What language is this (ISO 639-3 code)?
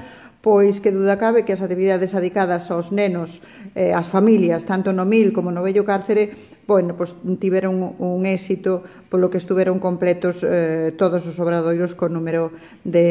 glg